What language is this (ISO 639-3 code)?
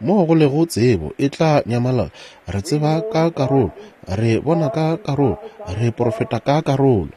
nso